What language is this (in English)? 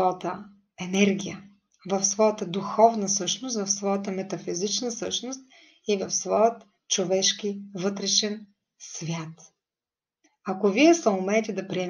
Bulgarian